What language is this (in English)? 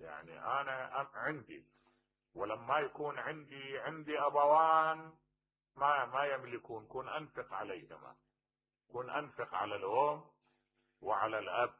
Mesopotamian Arabic